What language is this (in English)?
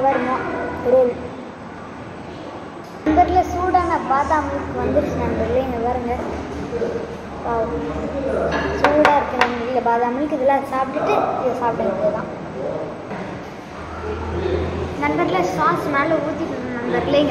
Tamil